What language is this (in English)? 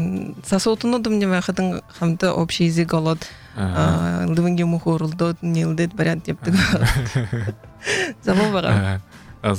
Buriat